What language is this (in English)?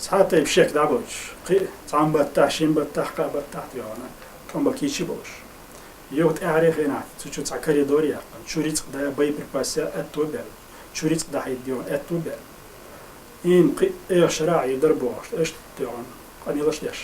Chechen